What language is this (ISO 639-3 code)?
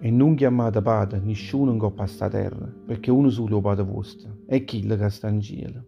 nap